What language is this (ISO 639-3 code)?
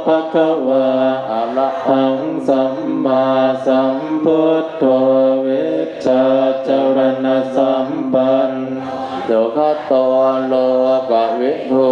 pli